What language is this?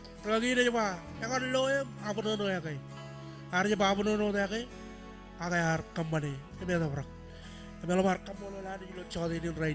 Marshallese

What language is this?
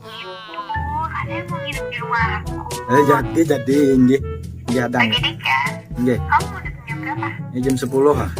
Banjar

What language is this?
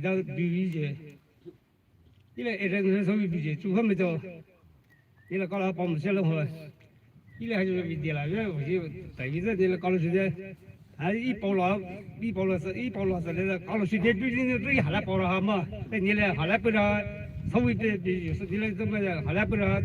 Poumei Naga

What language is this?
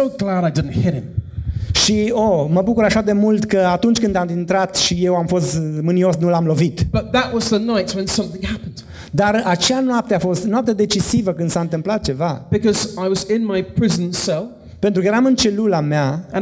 Romanian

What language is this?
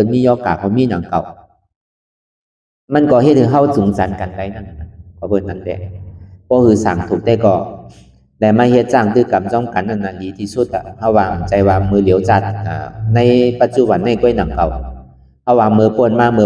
Shan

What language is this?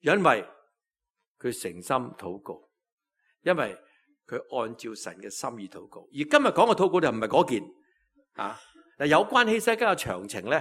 Cantonese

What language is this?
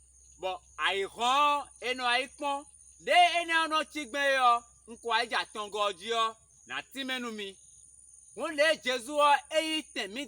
Fon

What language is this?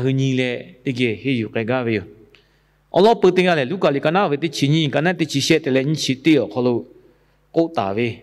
Lahu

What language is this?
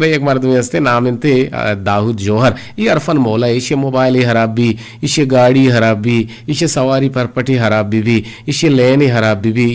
Eastern Balochi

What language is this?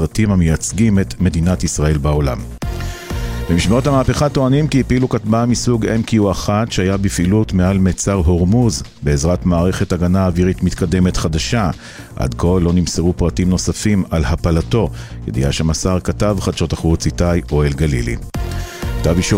Hebrew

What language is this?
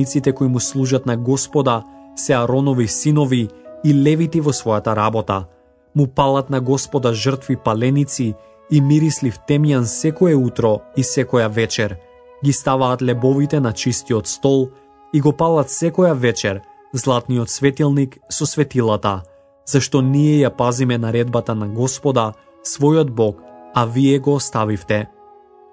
Macedonian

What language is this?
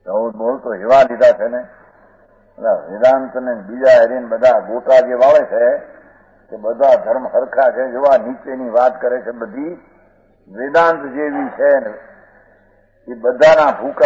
Gujarati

